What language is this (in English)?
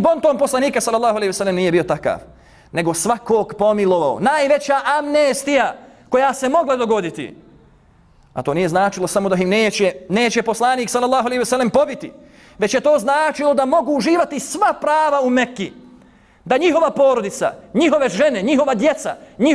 Bosnian